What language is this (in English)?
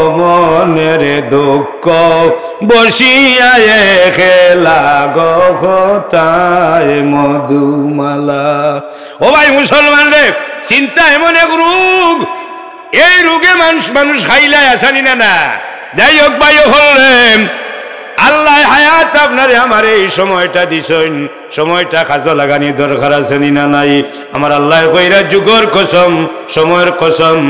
Sylheti